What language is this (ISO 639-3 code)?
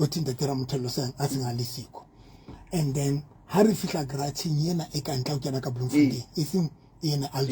sot